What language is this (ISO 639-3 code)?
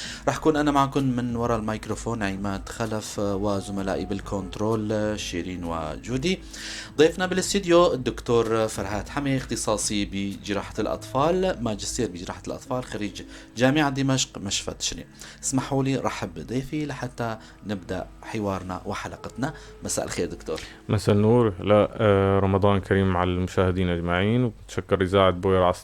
apc